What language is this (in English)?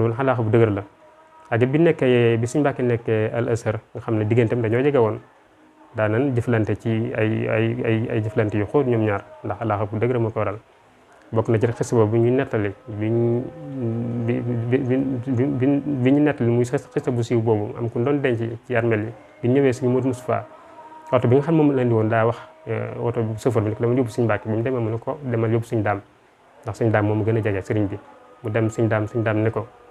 Wolof